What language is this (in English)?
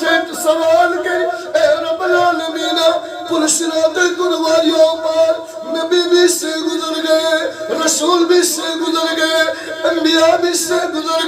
Kashmiri